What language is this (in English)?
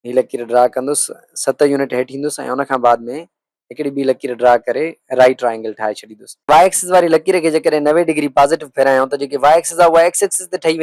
Sindhi